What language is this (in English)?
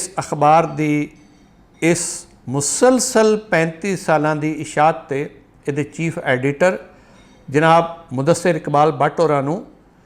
Western Panjabi